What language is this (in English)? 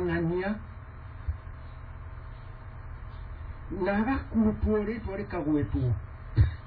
Kikuyu